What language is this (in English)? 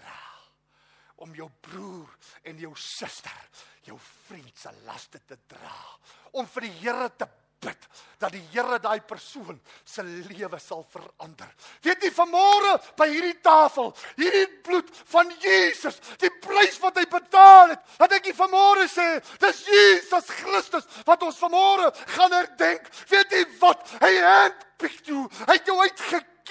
Afrikaans